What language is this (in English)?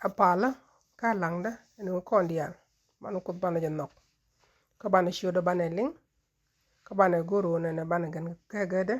Nuer